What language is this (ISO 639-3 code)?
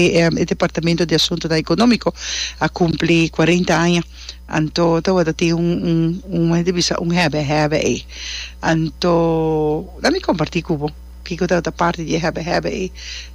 pap